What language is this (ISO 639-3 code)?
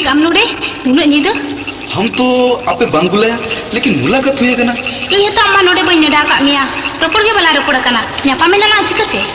sat